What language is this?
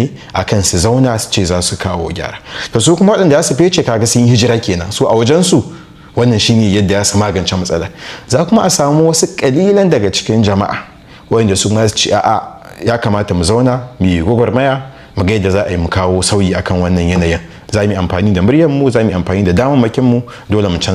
Hausa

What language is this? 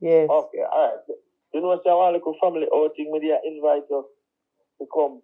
Jamaican Creole English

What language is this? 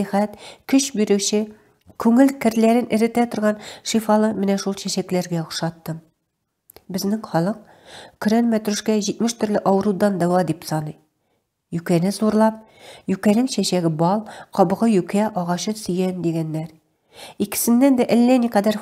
Tatar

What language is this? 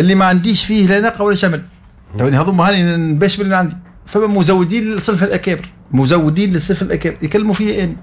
Tunisian Arabic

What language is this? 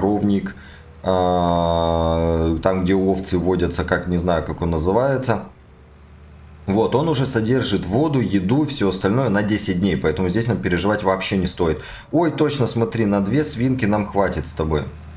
Russian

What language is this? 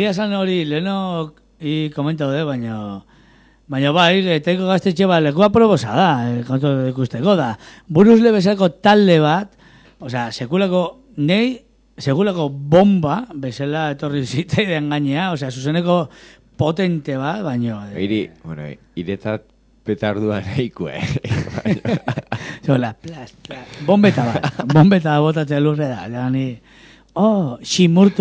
Basque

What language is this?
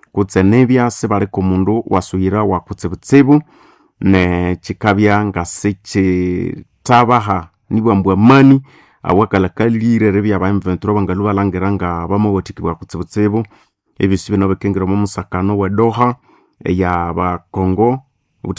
Nande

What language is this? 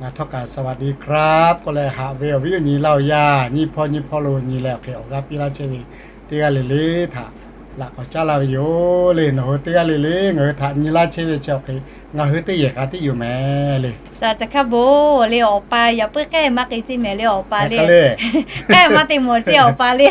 Lahu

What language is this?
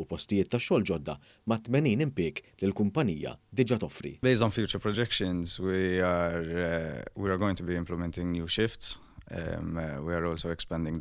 Maltese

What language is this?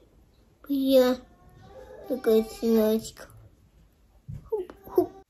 Russian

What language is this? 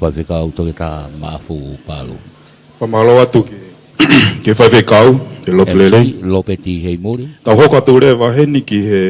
Tongan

